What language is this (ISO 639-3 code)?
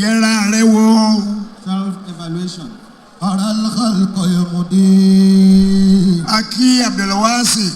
yor